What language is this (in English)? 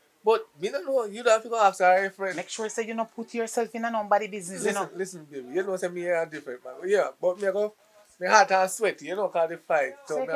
Jamaican Creole English